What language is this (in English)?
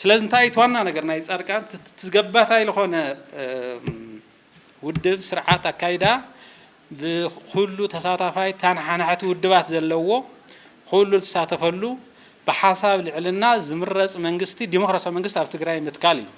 Tigrinya